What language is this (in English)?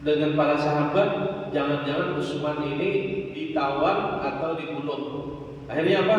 Banjar